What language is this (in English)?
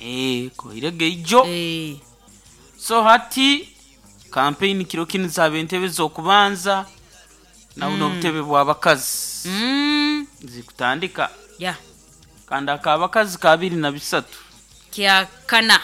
Nyoro